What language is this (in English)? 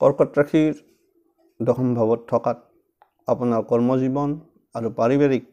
Assamese